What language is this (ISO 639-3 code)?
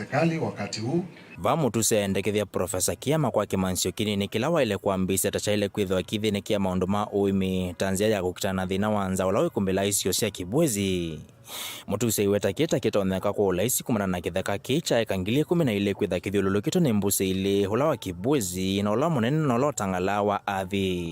kam